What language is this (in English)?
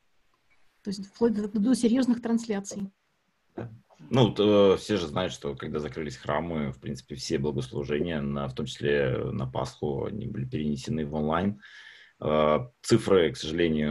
Russian